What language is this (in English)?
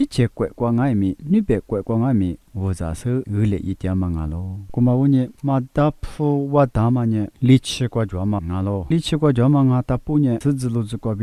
Lisu